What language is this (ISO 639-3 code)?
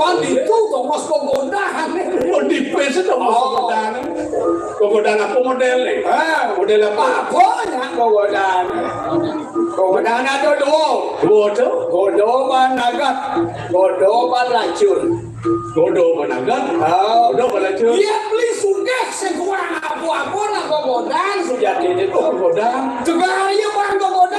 ban